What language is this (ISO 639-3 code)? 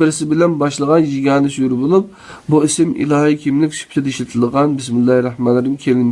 uig